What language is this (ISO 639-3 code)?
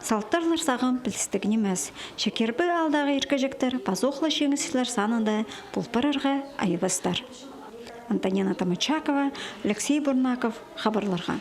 kjh